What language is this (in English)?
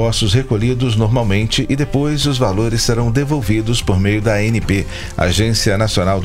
Portuguese